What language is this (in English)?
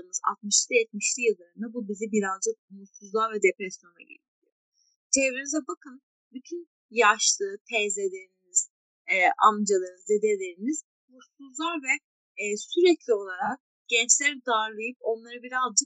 Turkish